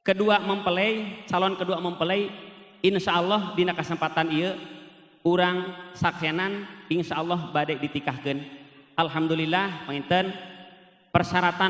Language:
Sundanese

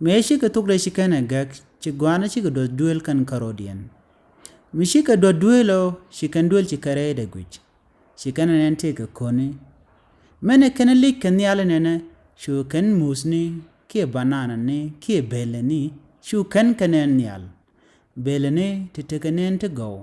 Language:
Nuer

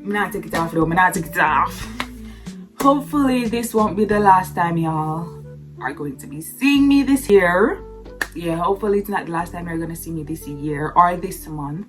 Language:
Jamaican Creole English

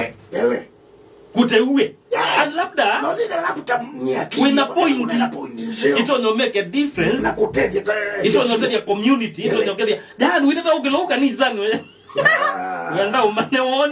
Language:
Kamba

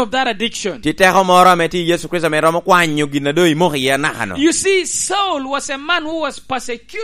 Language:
Lango (Uganda)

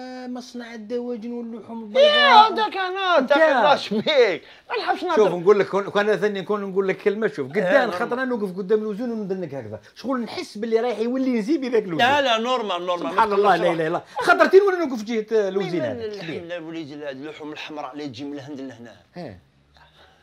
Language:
Algerian Arabic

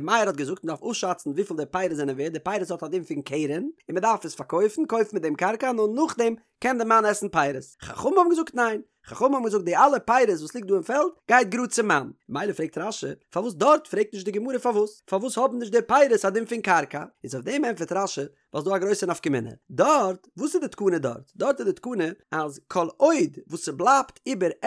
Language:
Yiddish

